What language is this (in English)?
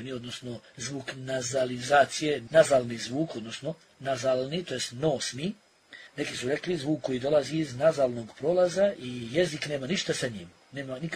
Bosnian